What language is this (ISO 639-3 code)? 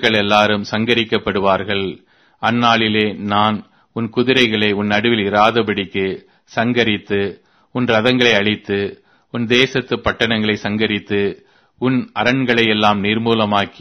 tam